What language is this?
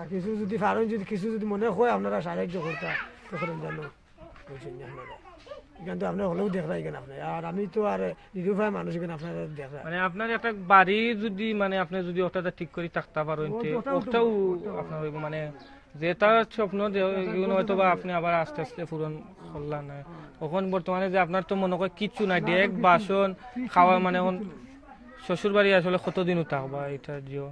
Sylheti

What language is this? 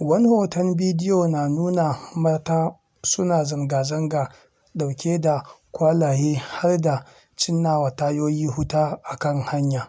Hausa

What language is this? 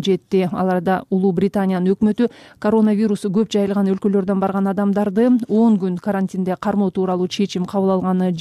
Kyrgyz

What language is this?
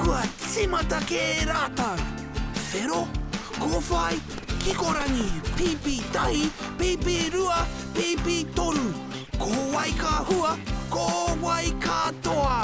Māori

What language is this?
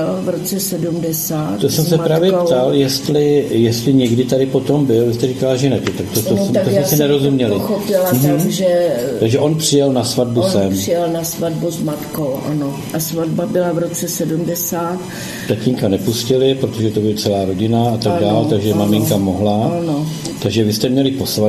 Czech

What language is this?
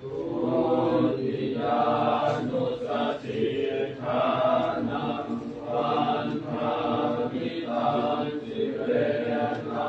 Pali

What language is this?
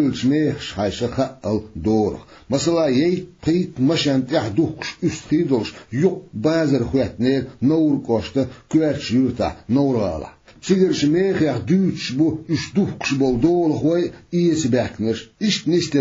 Chechen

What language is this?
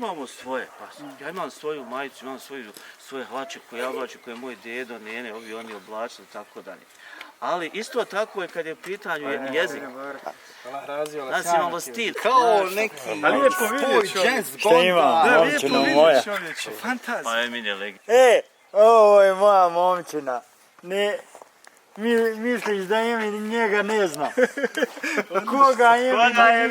Bosnian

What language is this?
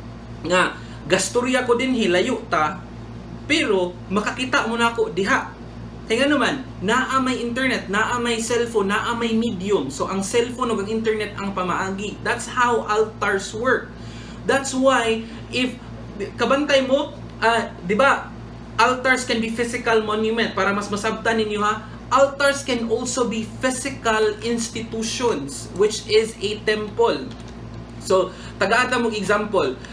Cebuano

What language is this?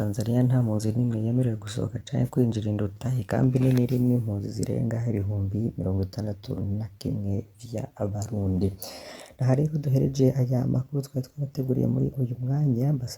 Rundi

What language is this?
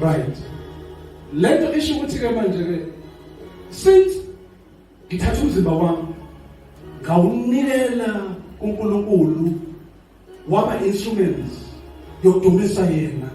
Zulu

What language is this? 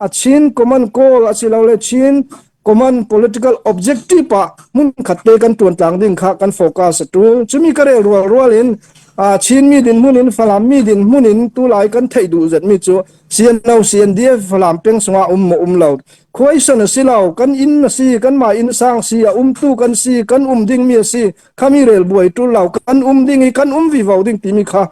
Hakha Chin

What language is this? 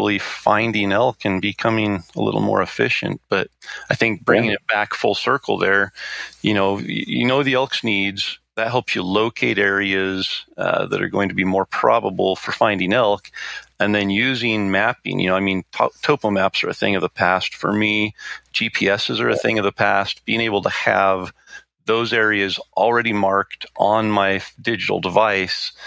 English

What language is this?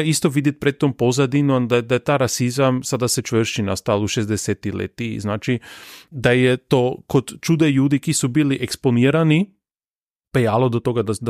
Slovenian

